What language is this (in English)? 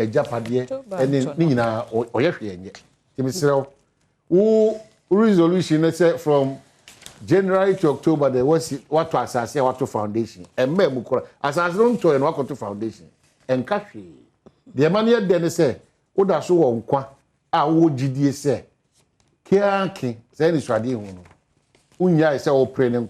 Akan